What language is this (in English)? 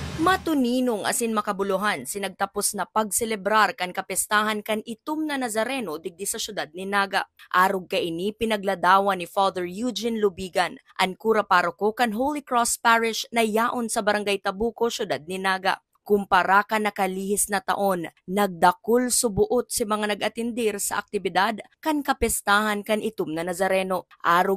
Bikol